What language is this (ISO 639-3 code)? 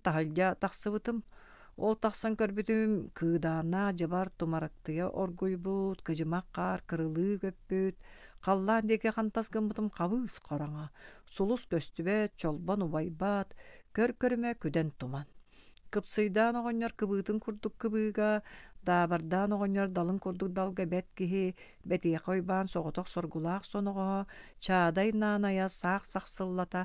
sah